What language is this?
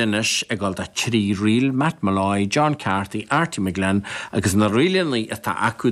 Irish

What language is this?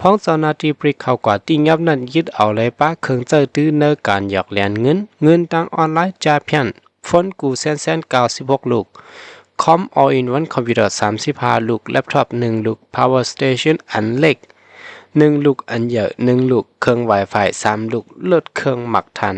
Shan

